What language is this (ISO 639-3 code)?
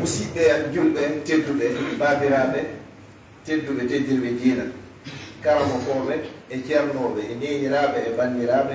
ful